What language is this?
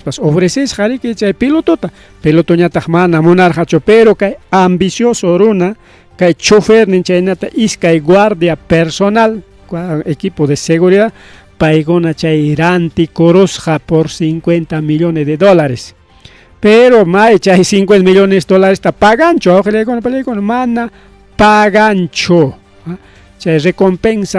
Ayacucho Quechua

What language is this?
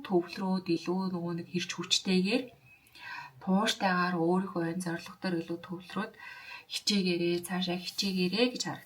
Mongolian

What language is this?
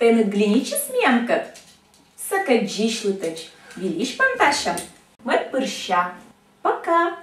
Komi-Permyak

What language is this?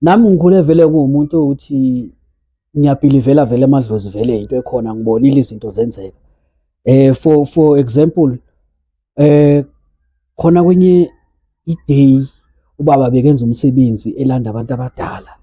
Zulu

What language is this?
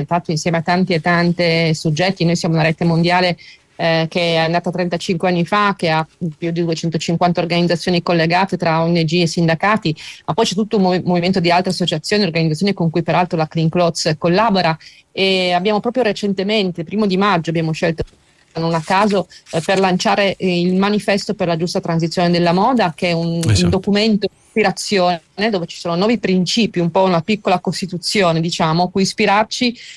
Italian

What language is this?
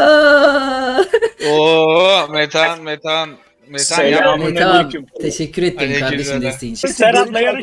Turkish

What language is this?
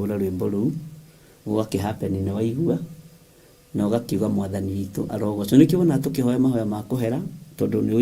Kikuyu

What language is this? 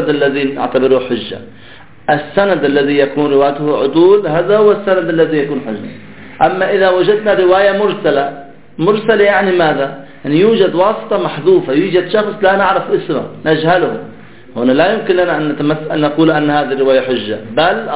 Arabic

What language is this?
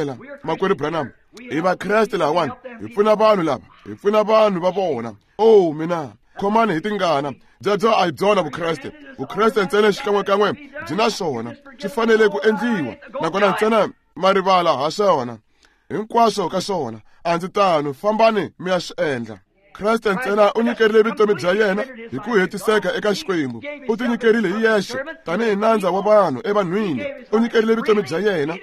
Tsonga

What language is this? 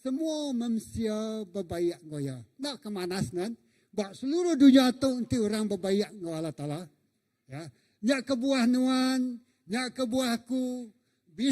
Iban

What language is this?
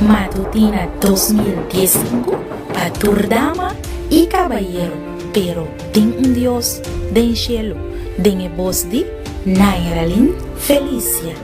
Papiamento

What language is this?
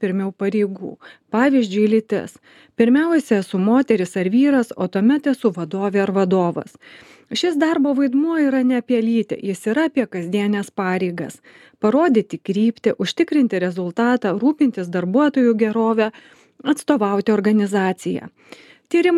Lithuanian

